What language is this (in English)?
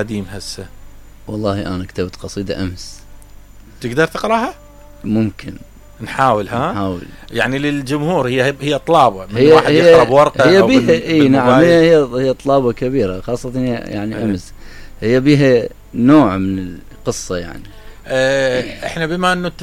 Mesopotamian Arabic